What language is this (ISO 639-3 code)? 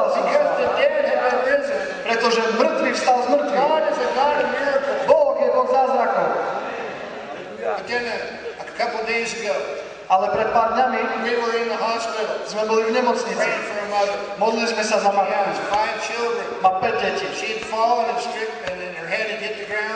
slk